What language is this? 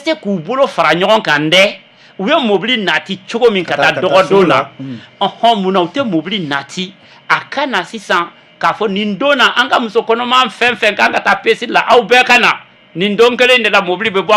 Bambara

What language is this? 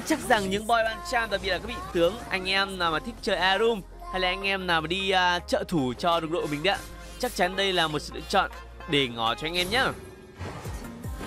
Vietnamese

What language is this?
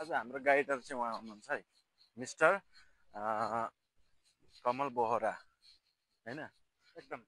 Nepali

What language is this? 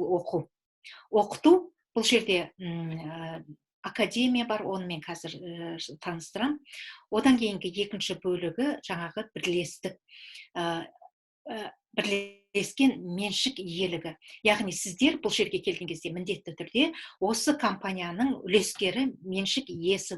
Kazakh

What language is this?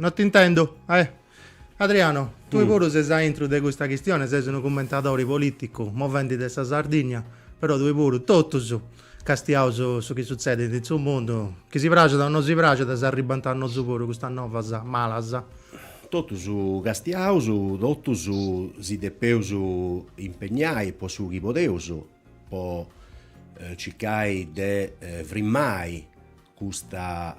Sardinian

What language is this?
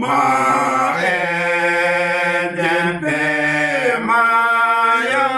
Uduk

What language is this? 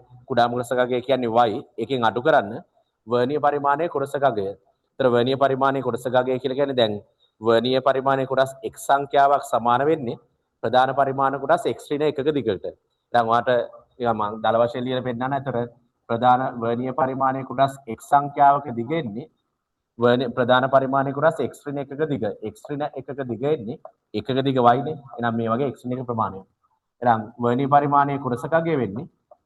Sinhala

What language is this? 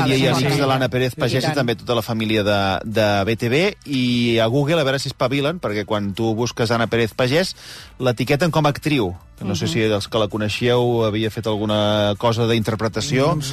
Catalan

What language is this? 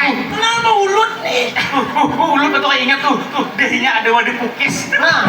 Banjar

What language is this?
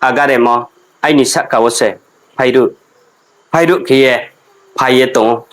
Riang (India)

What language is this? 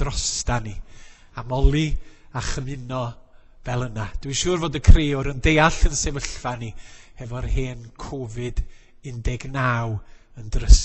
Welsh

